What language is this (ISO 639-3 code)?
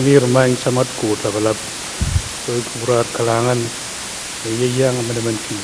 pon